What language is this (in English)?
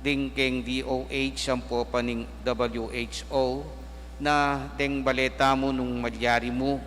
Pampanga